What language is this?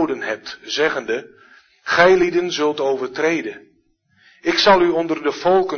Dutch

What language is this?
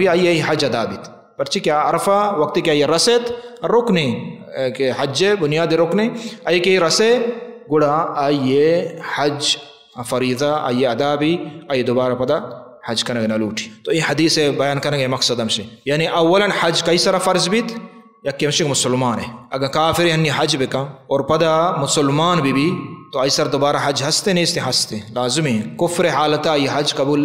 Baluchi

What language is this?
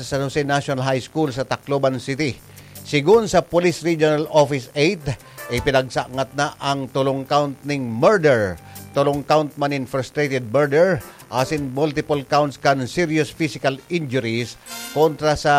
Bikol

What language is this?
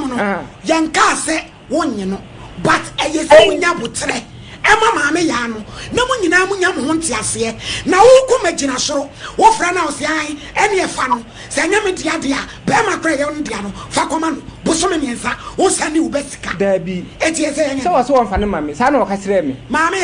Akan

